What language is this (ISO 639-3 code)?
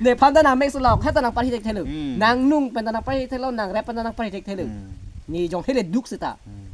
mjw